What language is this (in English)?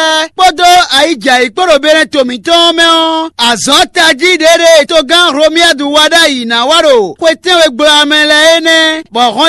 Fon